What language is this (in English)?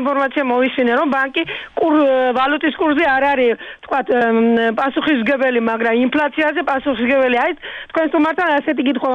Georgian